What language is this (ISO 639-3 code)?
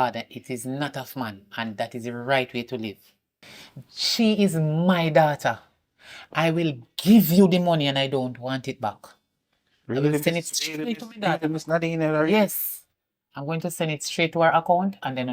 jam